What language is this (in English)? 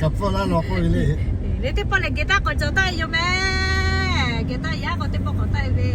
Lahu